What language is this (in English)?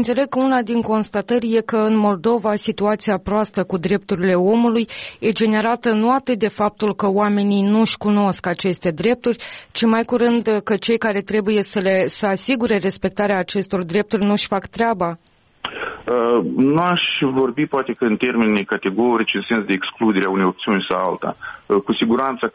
Romanian